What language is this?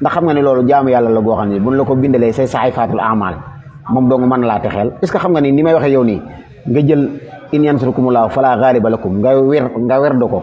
Wolof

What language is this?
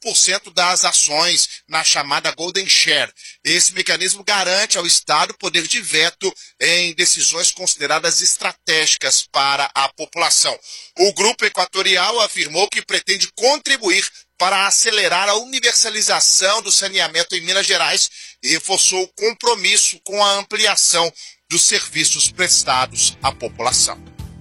Portuguese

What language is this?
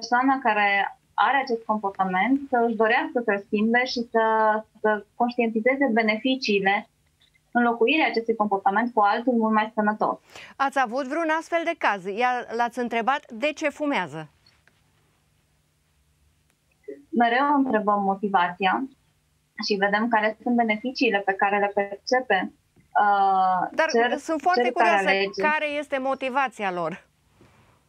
Romanian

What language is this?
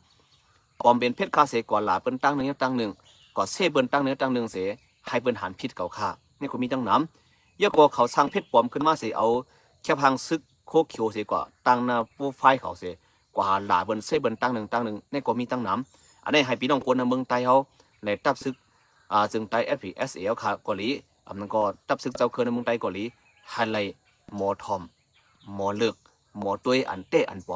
Shan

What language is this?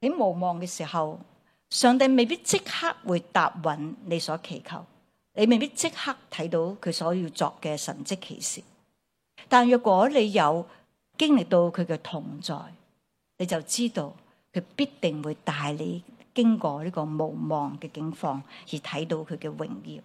Cantonese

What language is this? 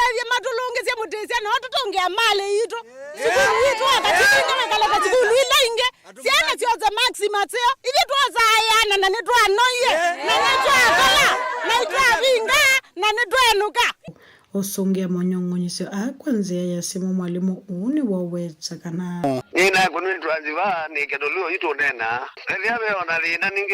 Kamba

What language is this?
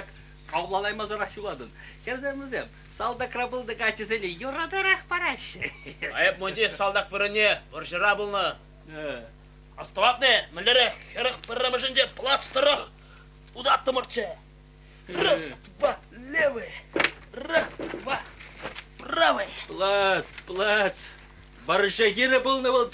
Chuvash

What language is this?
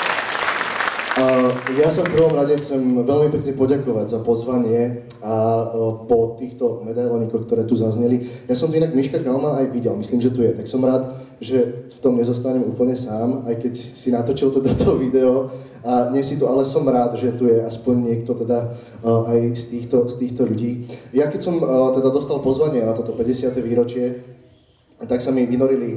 Slovak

